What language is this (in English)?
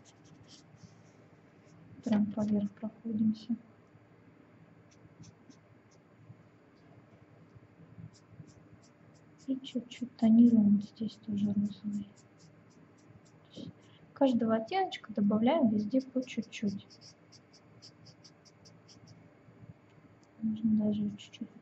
Russian